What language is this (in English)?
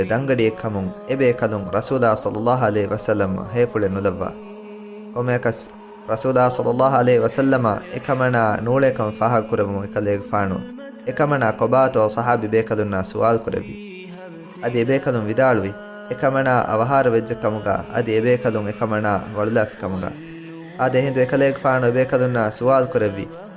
Divehi